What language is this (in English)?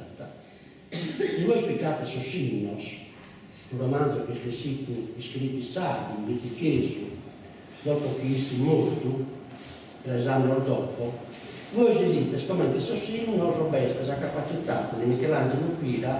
Sardinian